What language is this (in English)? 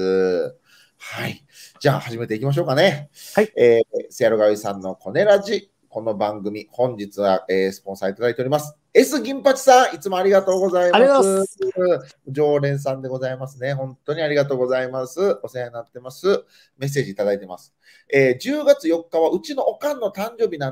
Japanese